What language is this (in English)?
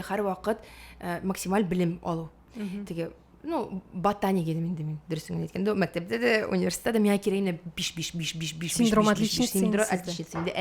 Tatar